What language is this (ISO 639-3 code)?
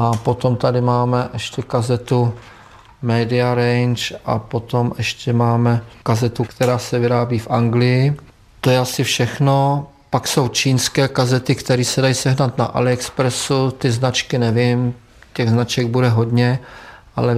ces